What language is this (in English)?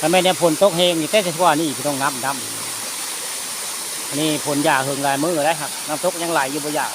Northeastern Thai